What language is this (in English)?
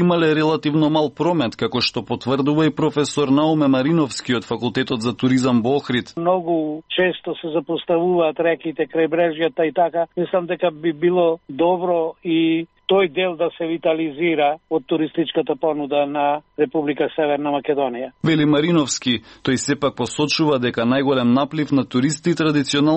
Macedonian